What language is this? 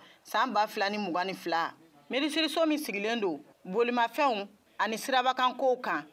Bambara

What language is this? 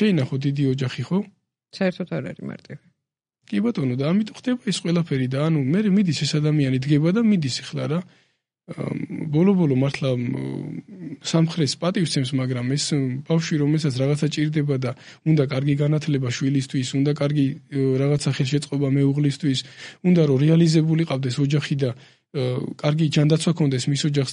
Georgian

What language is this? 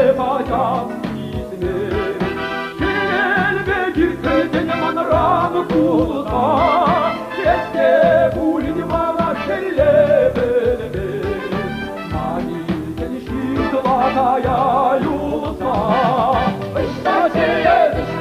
Chuvash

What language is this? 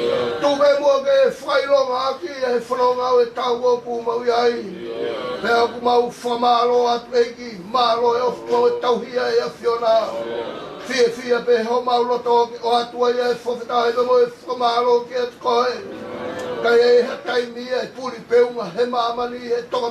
Tongan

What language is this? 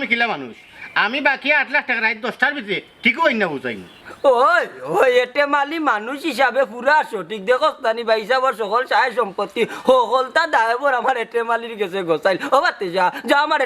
Sylheti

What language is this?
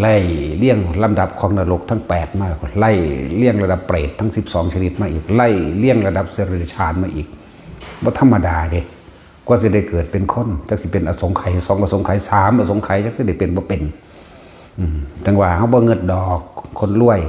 Northeastern Thai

